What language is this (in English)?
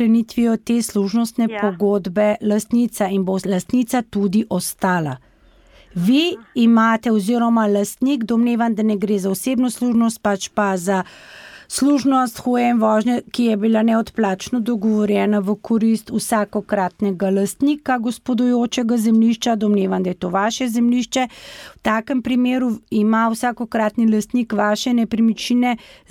Slovenian